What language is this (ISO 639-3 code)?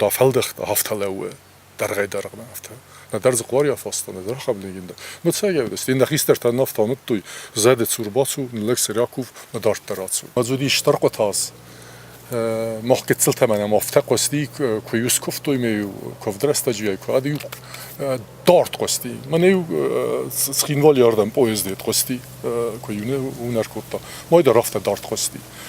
oss